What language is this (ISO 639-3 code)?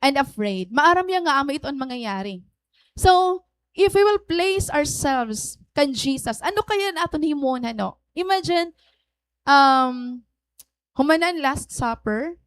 war